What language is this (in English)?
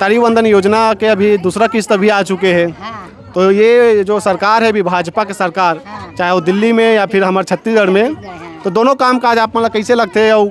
Chhattisgarhi